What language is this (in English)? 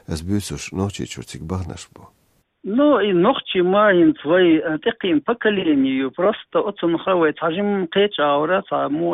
Chechen